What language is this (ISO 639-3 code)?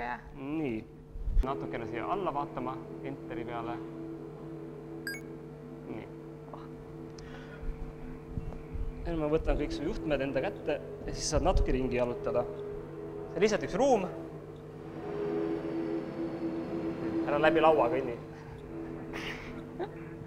est